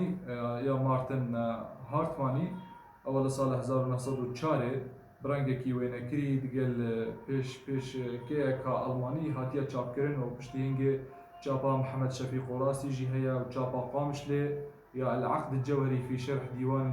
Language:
Kurdish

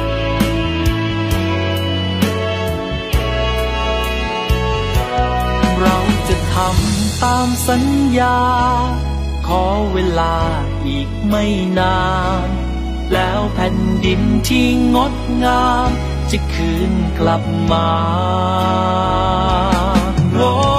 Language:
Thai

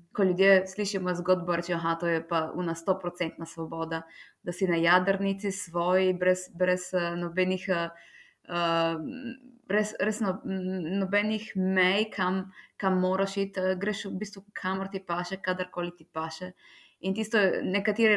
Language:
Slovenian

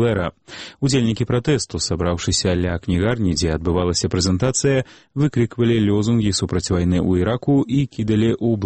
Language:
Belarusian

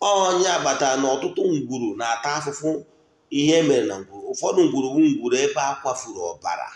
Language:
Igbo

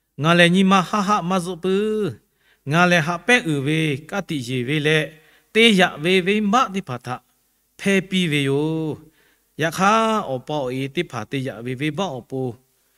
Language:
Lahu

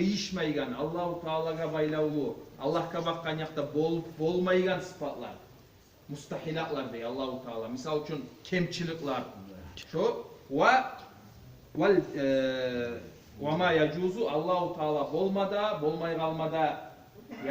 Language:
Kumyk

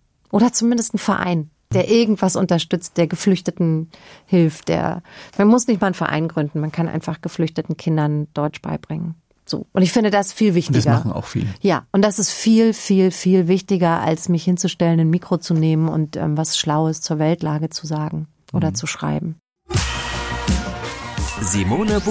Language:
German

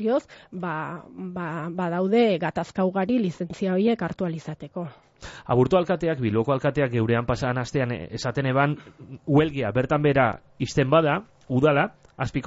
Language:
Basque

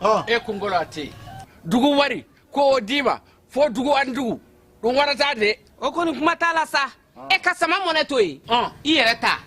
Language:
Bambara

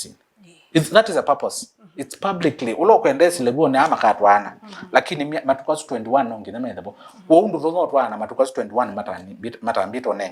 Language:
Kamba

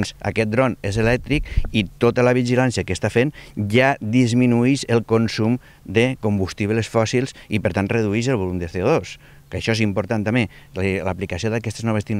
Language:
Catalan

